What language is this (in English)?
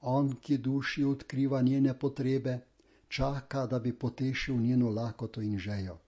Slovenian